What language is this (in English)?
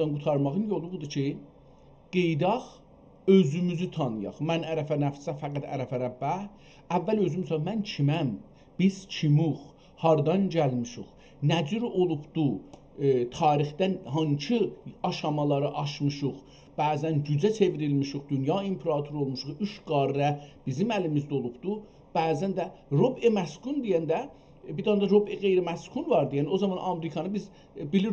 South Azerbaijani